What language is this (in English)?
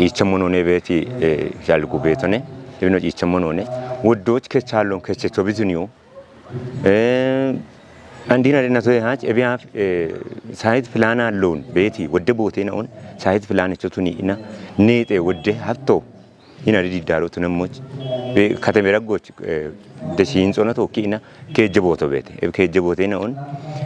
Kafa